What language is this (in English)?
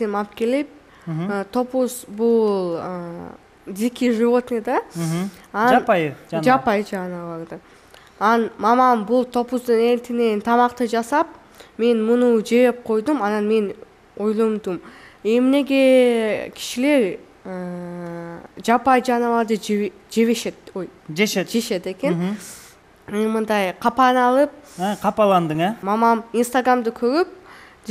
Kyrgyz